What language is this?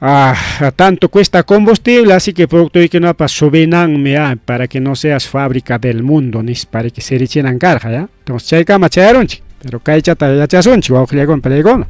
Ayacucho Quechua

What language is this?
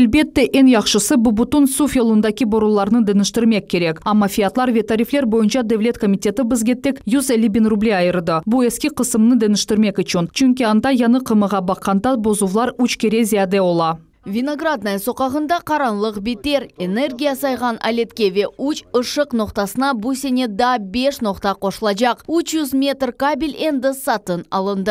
Crimean Tatar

